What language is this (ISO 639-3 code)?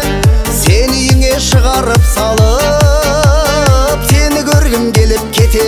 kaz